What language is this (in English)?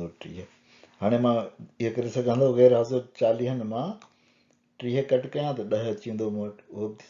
Sindhi